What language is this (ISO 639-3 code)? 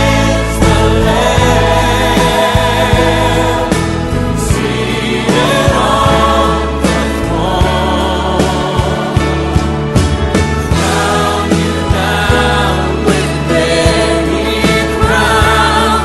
eng